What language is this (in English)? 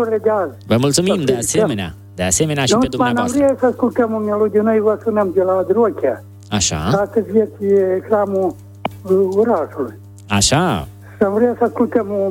Romanian